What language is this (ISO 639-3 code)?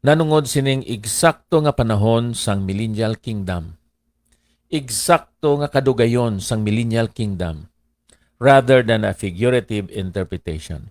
hil